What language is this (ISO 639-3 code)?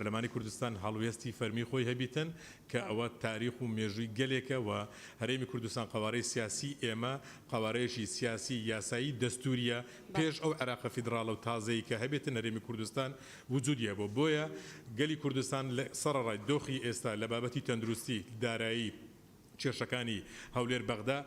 ckb